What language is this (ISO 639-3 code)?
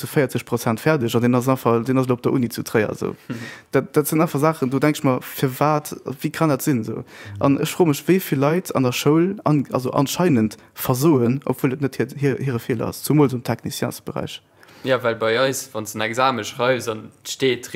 ltz